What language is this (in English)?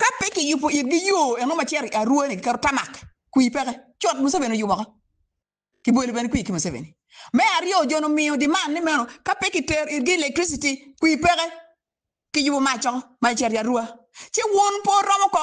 Acoli